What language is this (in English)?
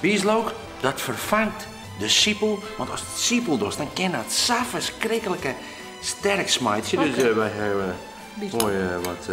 Western Frisian